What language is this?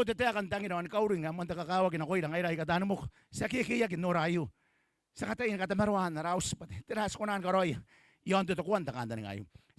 Gilbertese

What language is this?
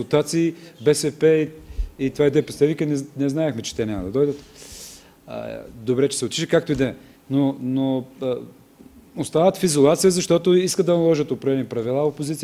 Bulgarian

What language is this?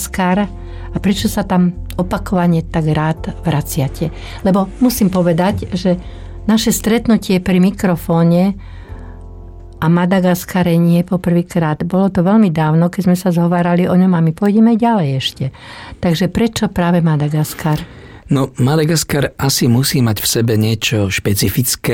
Slovak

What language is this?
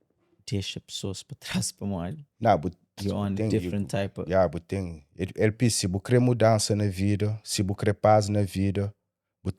Kabuverdianu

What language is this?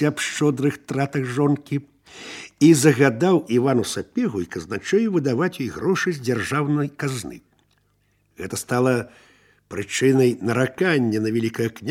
Belarusian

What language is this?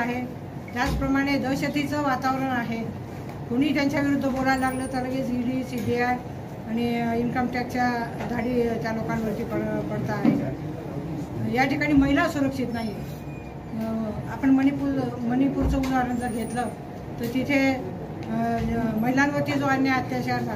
Marathi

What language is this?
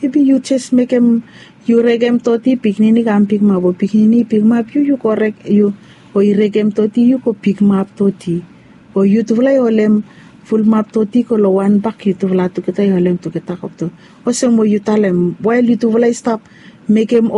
Bislama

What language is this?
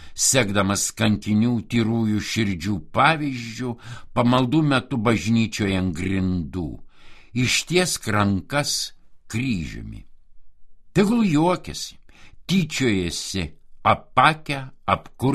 Lithuanian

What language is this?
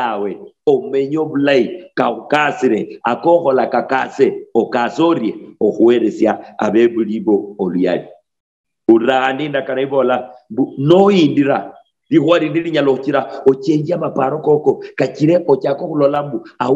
Luyia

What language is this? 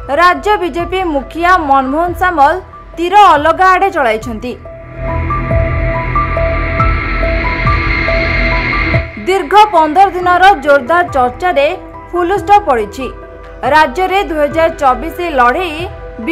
Odia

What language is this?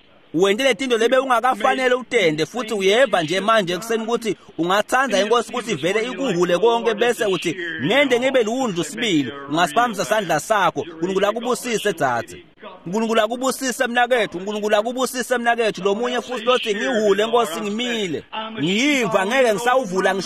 Swati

